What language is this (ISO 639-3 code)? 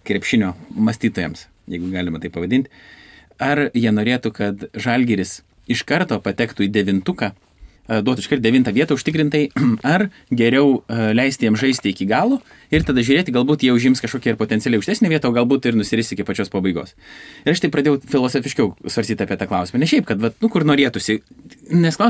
lit